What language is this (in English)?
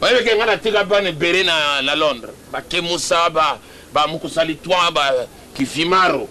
Lingala